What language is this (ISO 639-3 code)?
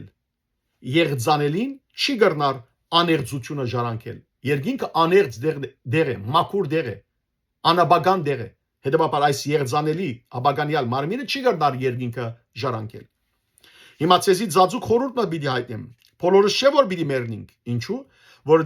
hyw